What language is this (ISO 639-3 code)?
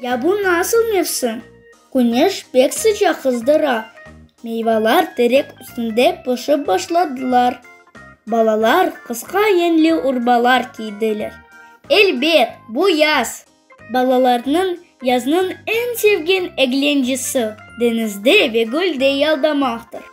crh